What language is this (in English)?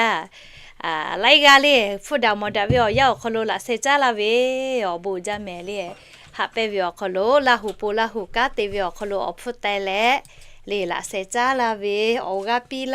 Lahu